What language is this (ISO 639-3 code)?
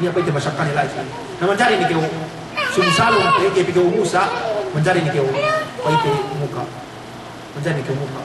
yka